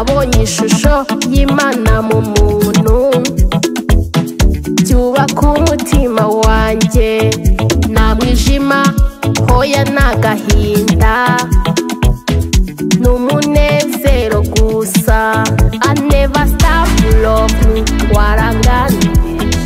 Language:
Kinyarwanda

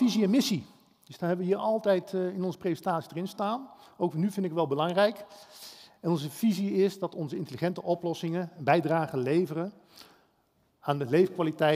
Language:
Dutch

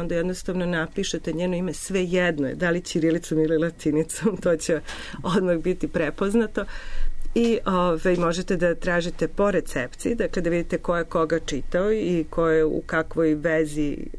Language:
Serbian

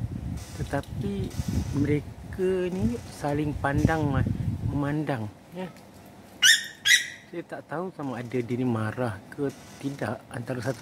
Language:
Malay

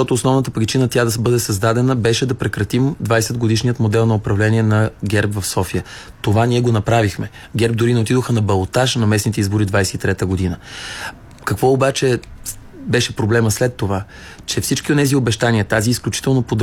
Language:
Bulgarian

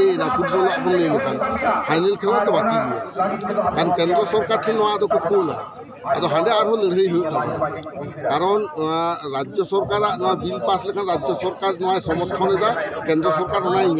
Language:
Santali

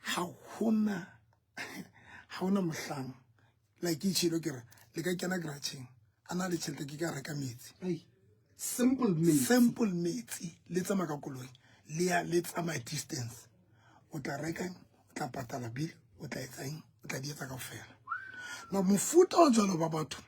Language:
Southern Sotho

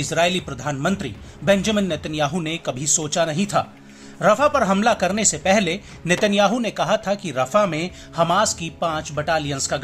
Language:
Hindi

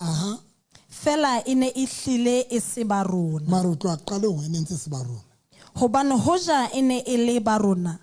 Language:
Southern Sotho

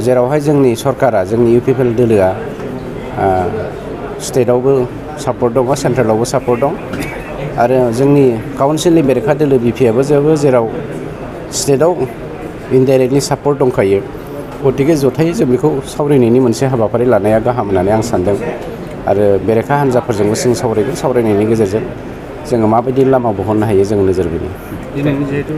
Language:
Bodo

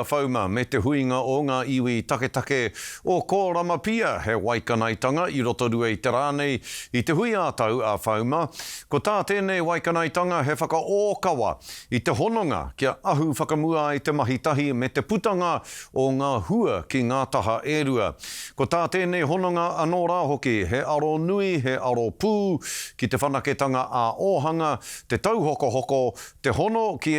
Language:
Māori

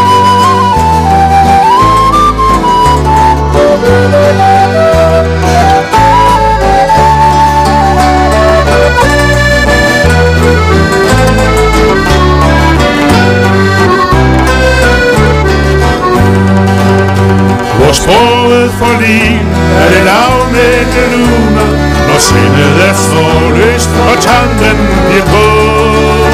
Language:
Danish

